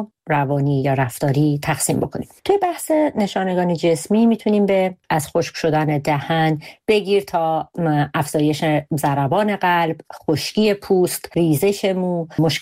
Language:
Persian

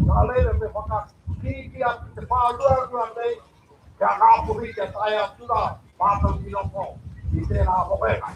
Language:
Māori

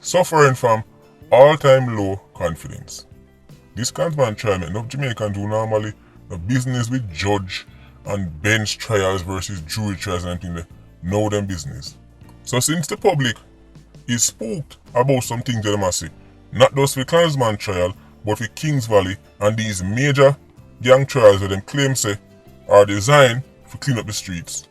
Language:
Jamaican Creole English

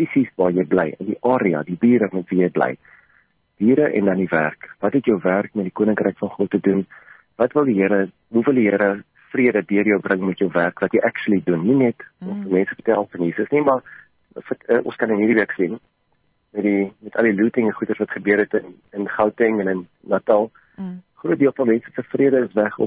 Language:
Afrikaans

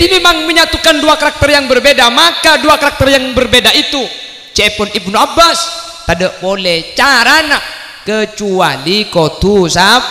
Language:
Madurese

